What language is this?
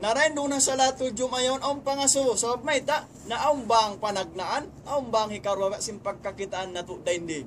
Tausug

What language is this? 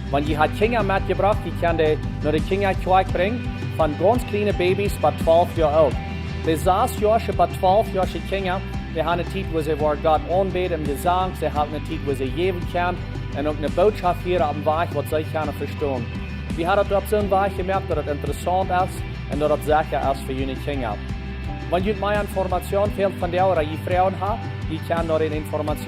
Plautdietsch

